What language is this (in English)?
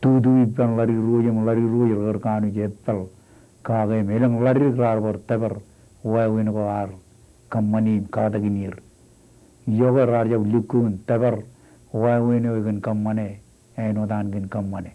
Marshallese